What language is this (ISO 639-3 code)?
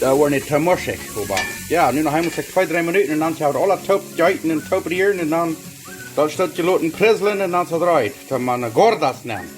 pdt